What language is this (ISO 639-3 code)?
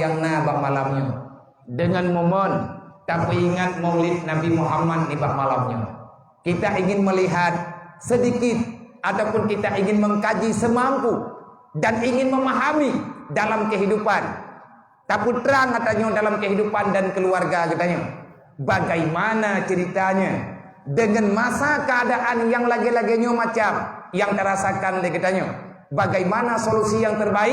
ace